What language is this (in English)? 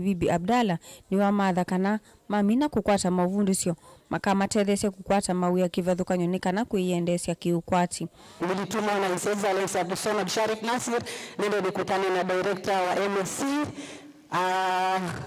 Kamba